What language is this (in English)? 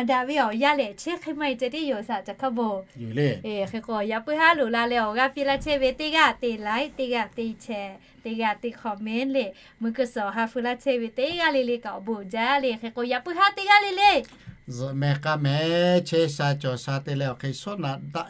Lahu